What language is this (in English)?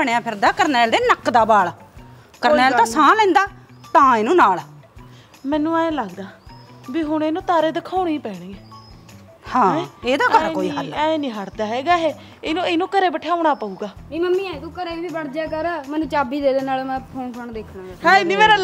Punjabi